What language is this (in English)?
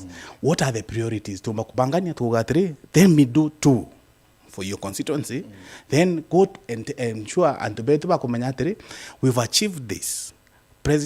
Meru